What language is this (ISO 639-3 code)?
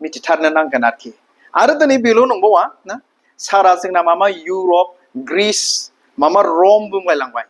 brx